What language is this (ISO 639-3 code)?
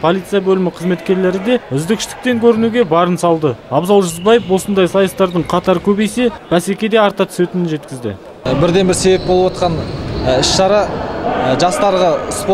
kaz